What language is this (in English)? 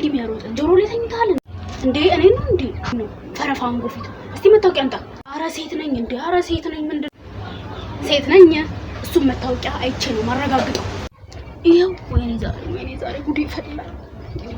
Amharic